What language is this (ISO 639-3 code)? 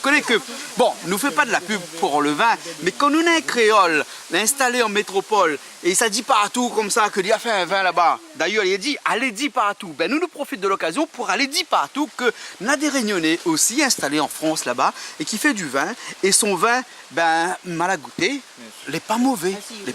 rcf